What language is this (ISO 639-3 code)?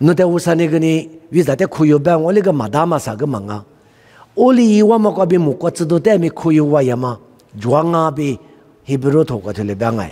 lis